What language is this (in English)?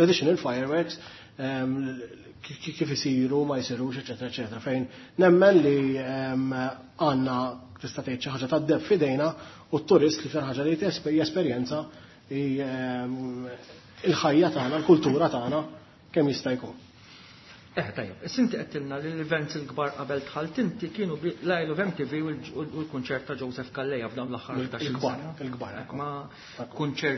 Maltese